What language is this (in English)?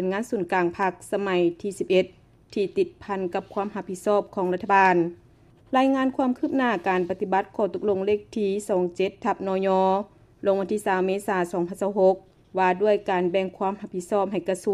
Lao